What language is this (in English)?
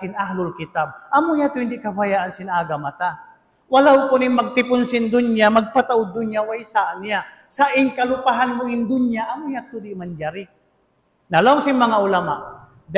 Tausug